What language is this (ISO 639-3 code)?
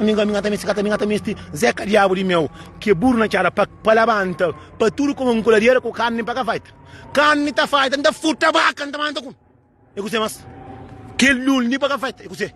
kea